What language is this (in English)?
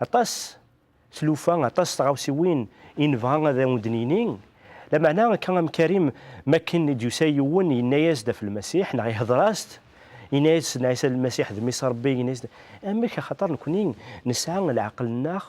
Kabyle